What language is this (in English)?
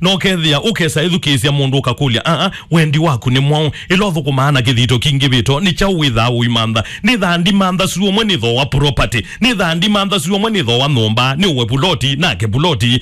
Kamba